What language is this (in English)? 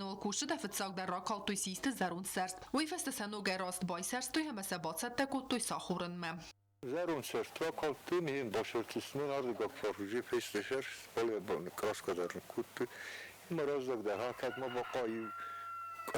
Ossetic